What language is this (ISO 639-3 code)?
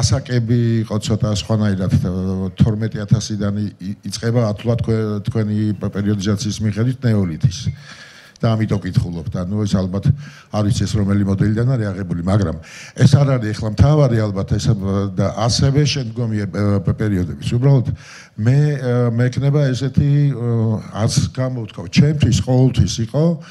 kat